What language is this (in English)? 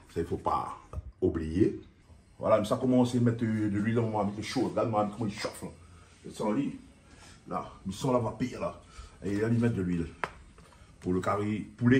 Réunion Creole French